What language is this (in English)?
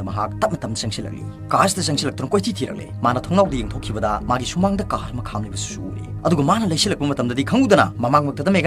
Manipuri